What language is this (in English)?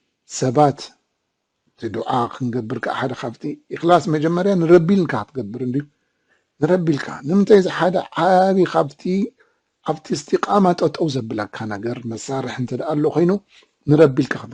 Tigrinya